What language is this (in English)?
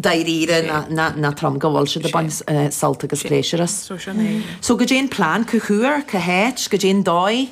Irish